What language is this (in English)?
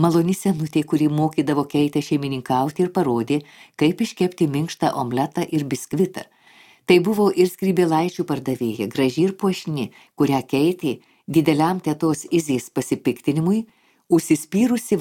Lithuanian